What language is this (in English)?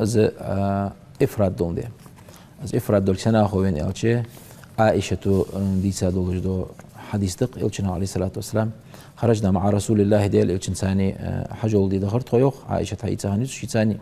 Ingush